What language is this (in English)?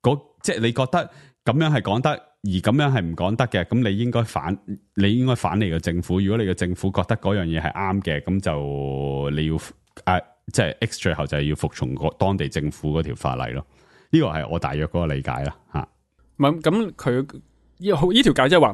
Cantonese